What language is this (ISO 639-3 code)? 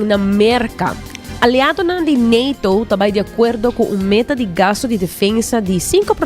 pap